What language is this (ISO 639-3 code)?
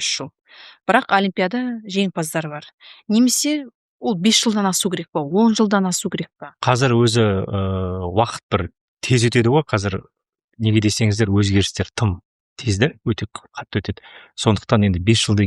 kaz